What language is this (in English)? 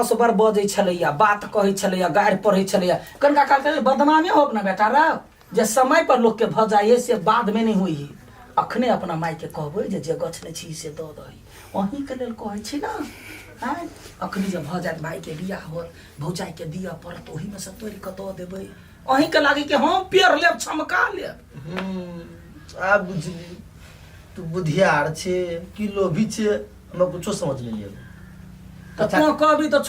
Maithili